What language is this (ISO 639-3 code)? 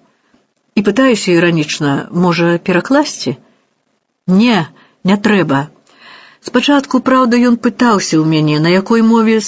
bel